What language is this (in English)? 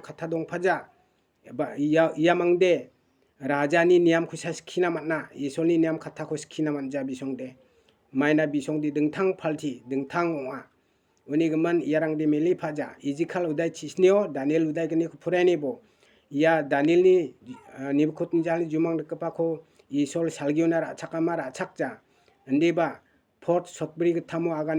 Garo